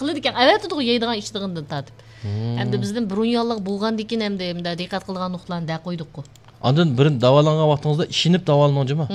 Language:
Uyghur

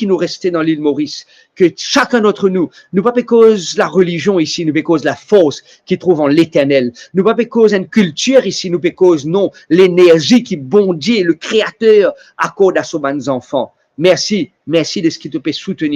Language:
Morisyen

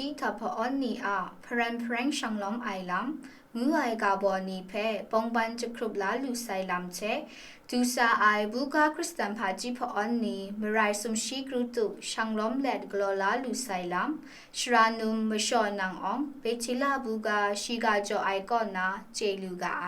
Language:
Kachin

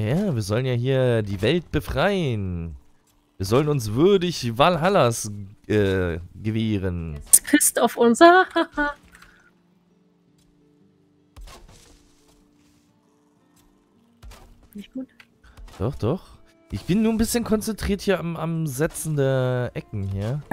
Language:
German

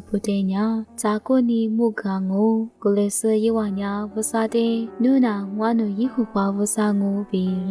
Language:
Lisu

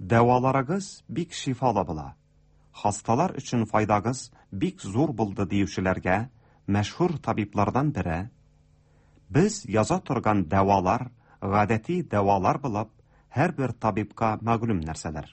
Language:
Tatar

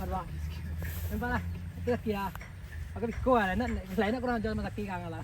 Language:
Minangkabau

